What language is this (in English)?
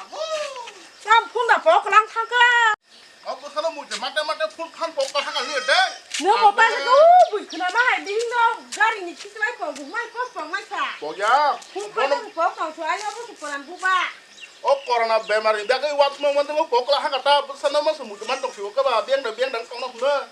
Kok Borok